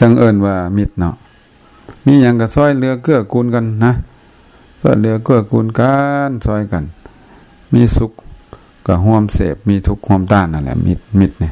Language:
Lao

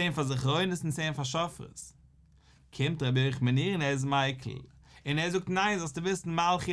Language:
Yiddish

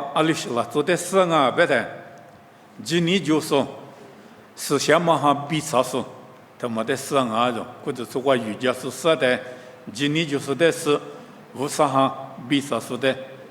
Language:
Lisu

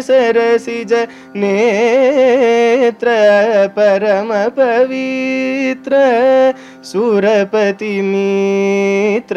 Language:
Sanskrit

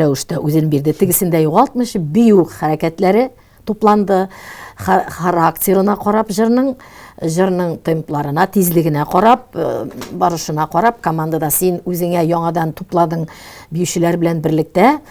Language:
Tatar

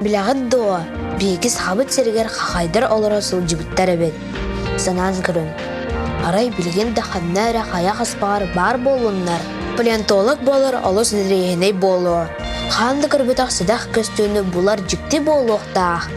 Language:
Yakut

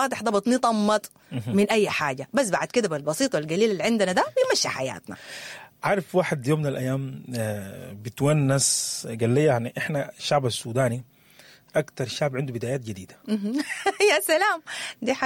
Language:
Sudanese Arabic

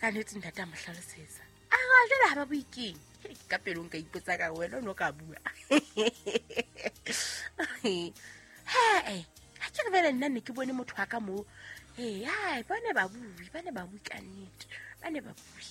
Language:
Southern Sotho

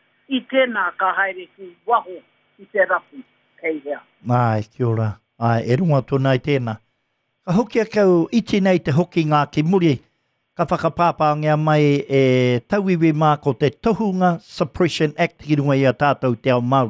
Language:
Māori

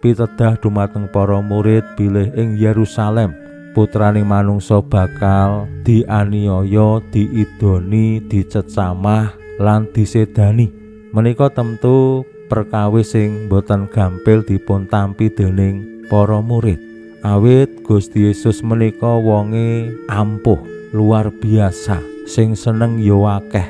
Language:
Javanese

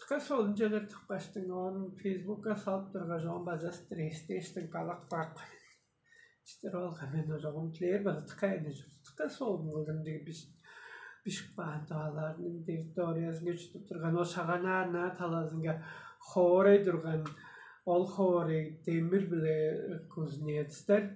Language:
Tuvinian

